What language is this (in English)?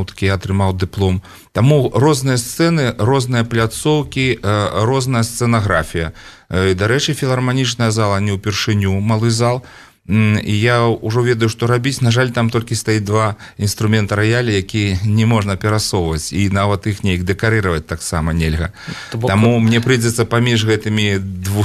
Belarusian